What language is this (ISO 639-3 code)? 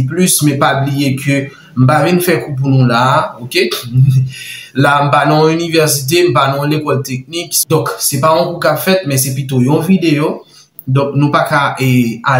hat